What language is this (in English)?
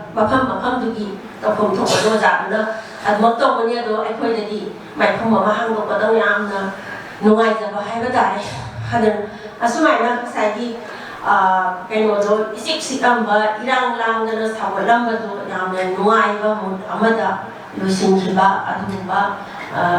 Manipuri